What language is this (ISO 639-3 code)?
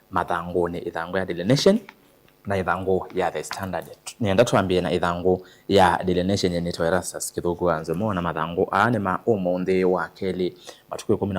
kam